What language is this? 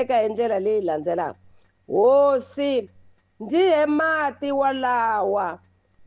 Tsonga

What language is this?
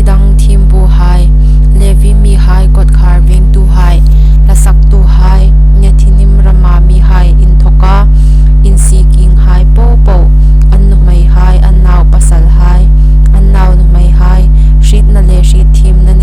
Hmar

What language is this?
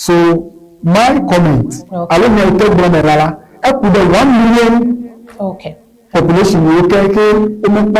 Ewe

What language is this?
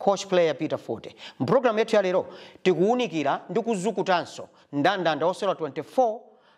Nyanja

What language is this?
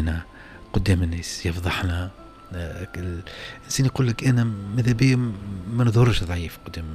Tunisian Arabic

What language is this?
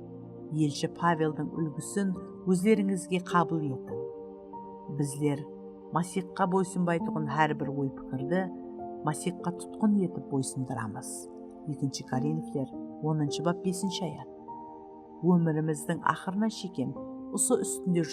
Kara-Kalpak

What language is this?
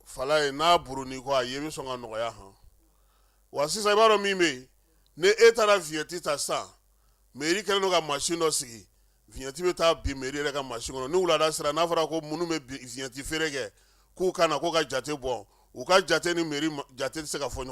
Bambara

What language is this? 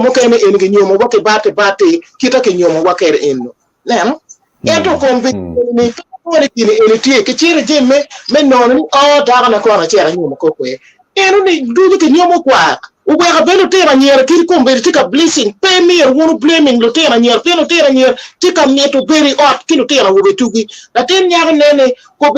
Acoli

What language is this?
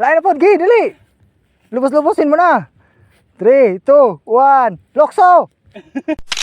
Cebuano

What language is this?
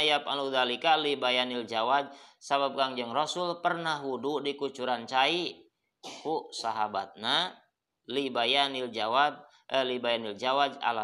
Sundanese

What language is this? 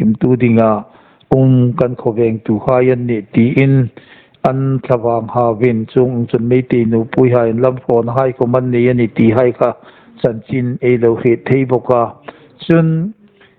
Hmar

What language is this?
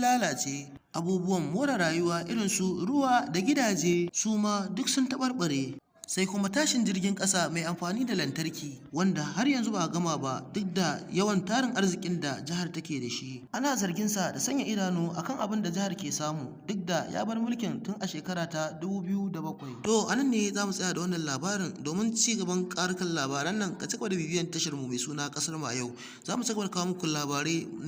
Hausa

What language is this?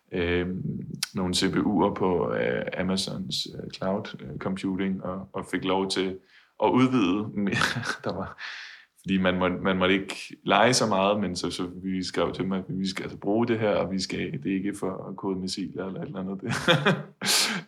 Danish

